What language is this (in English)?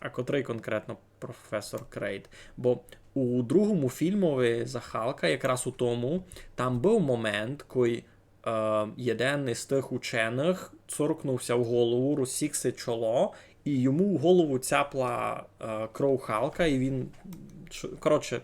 Rusyn